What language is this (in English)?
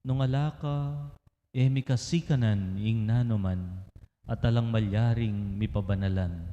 Pampanga